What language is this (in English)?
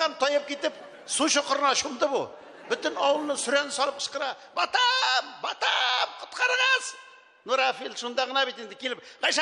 Tatar